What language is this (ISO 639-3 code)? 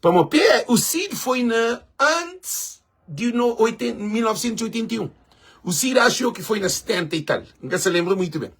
kea